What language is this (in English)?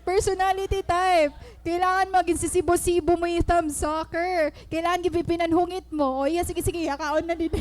Waray